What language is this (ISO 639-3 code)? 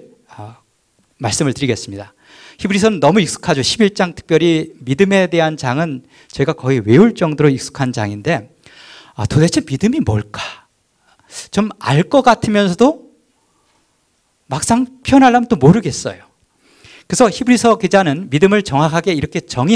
kor